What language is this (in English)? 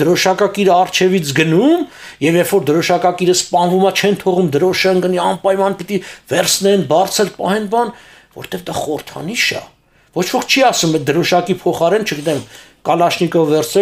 Armenian